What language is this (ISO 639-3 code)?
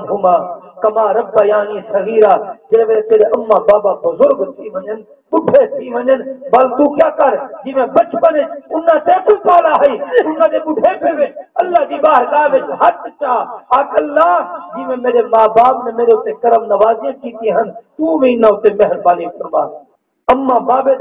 skr